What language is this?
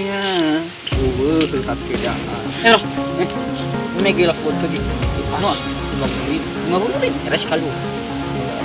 Nias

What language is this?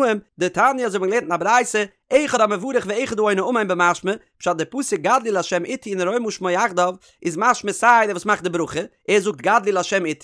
Yiddish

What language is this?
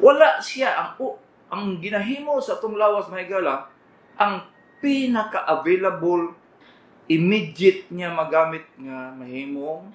Cebuano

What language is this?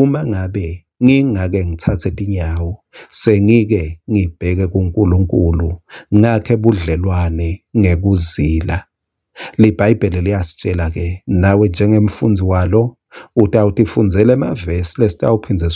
Swati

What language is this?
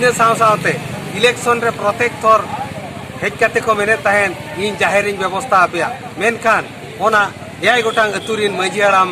Santali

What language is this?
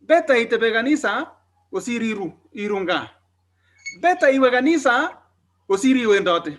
Kalenjin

